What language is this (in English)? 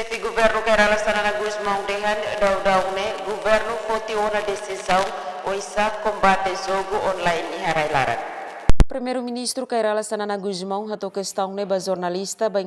Tetum